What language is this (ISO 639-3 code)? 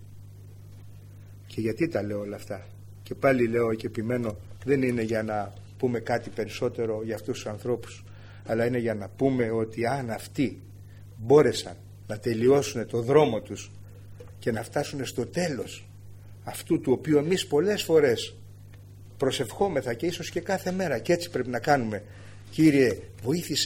ell